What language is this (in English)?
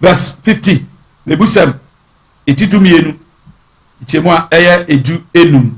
Akan